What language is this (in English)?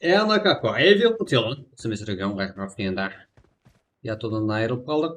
Kara-Kalpak